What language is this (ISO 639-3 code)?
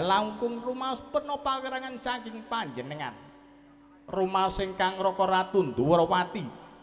jav